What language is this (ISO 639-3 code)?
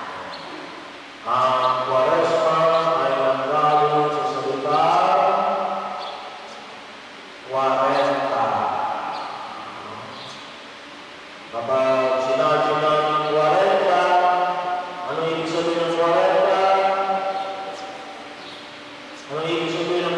fil